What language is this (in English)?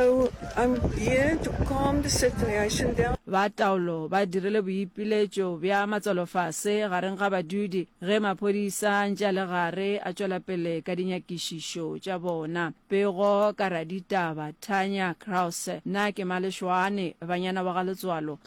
Northern Sotho